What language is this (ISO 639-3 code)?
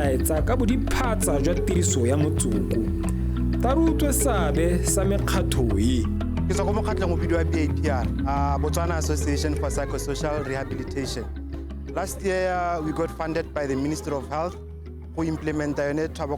tsn